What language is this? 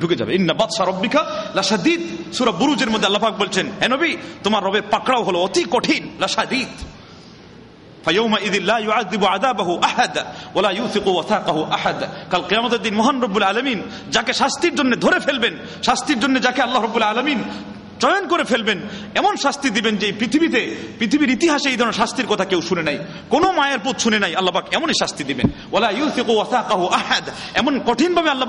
Bangla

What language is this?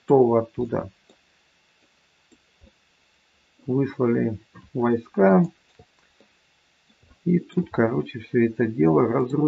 Russian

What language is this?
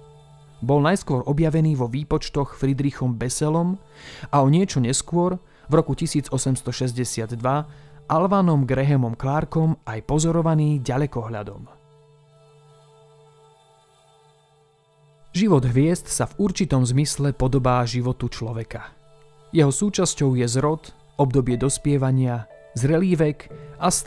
Slovak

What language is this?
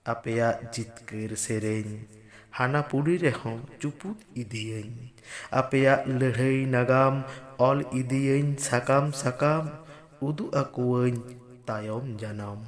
Santali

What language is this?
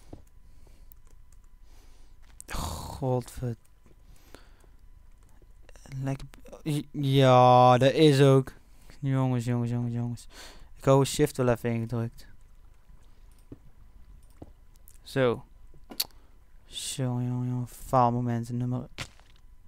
Dutch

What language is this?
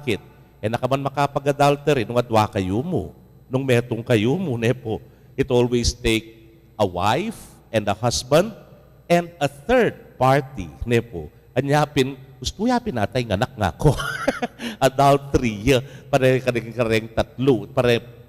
Pampanga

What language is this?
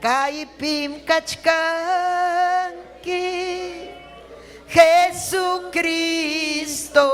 Ayacucho Quechua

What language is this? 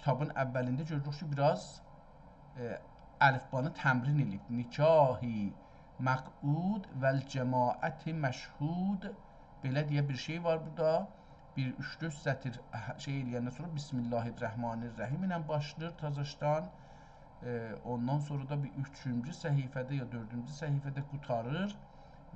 South Azerbaijani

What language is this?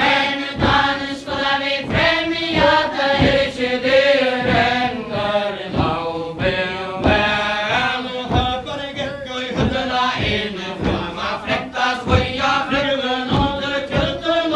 Faroese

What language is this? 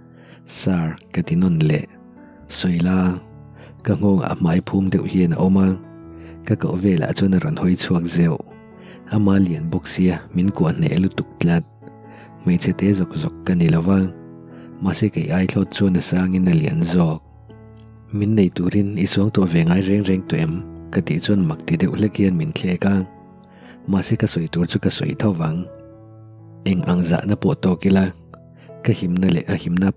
Mizo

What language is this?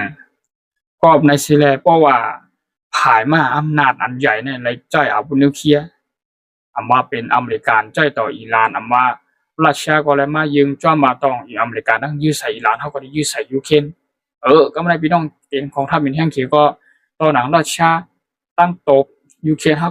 Shan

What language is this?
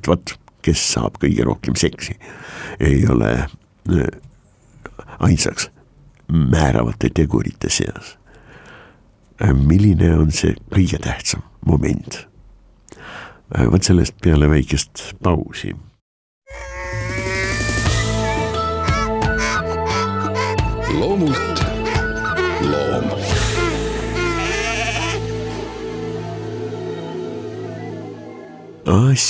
Estonian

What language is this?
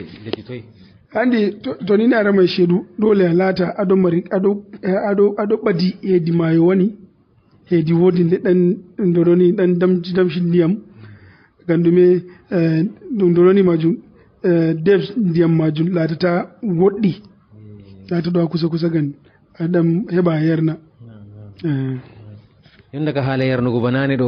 Fula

